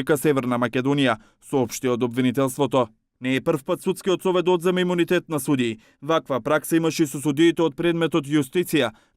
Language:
Macedonian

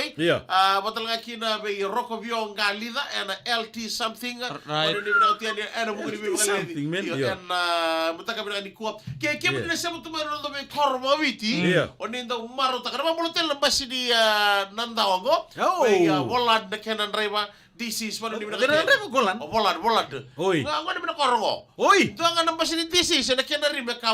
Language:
Fijian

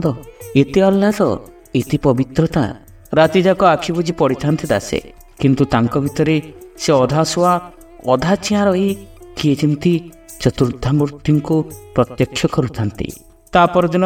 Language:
Odia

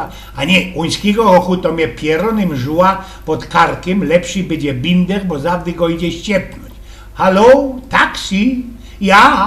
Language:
Silesian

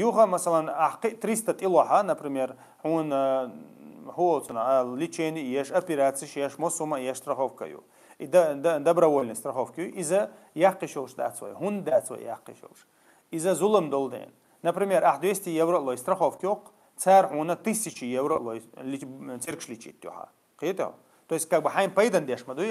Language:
Chechen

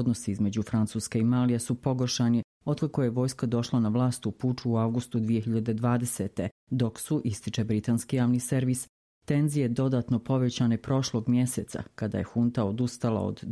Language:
Bosnian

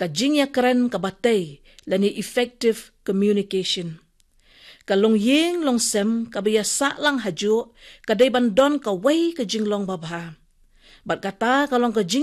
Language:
Khasi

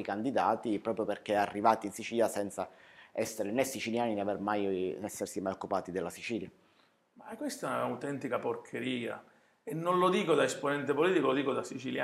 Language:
Italian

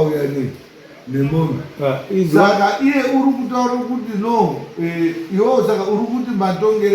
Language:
Shona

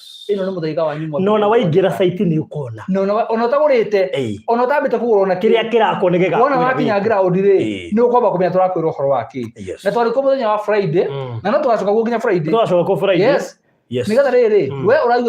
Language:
Kikuyu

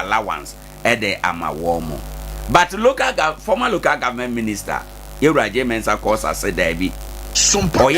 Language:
Akan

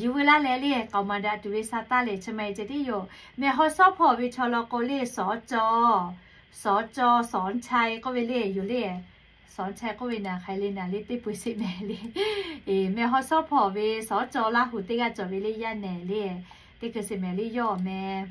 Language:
Lahu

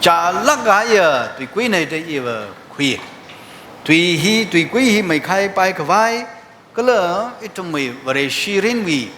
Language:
Tangkhul Naga (India)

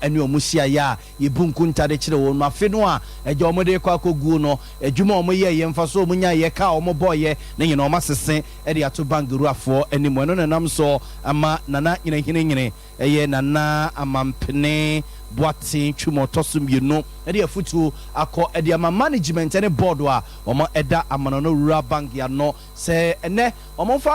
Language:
Akan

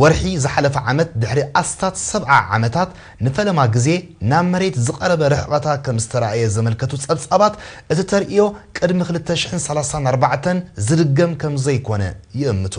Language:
Tigrinya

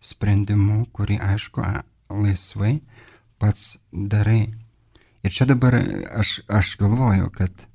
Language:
Lithuanian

